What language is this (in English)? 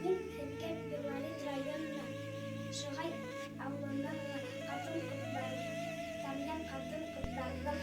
Bashkir